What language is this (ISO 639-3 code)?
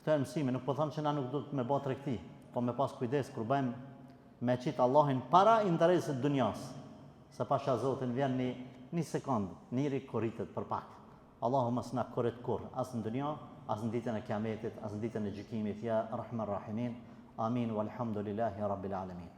sqi